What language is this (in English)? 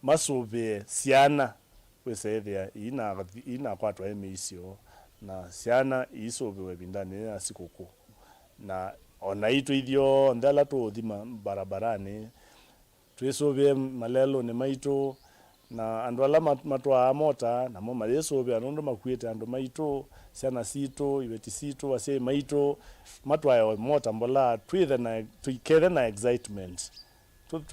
Kamba